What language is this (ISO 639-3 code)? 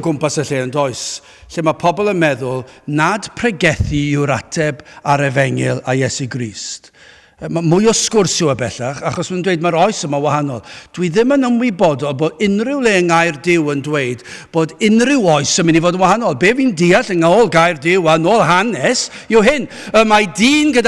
cym